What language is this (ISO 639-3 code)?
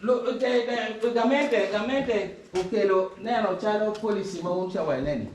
ach